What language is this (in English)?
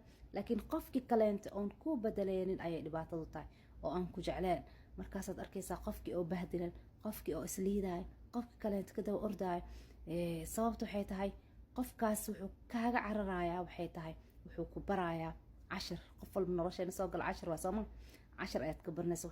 Somali